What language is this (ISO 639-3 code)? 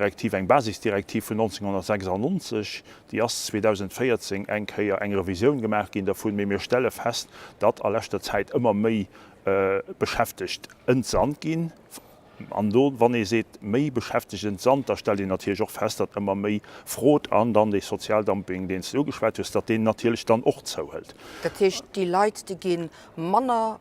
ltz